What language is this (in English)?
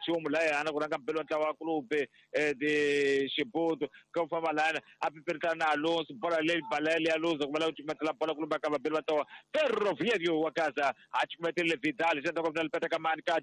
Tsonga